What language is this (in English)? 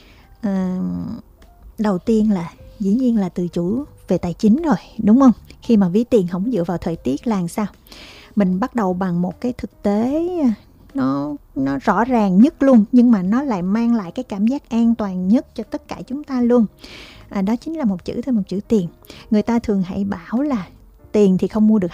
Vietnamese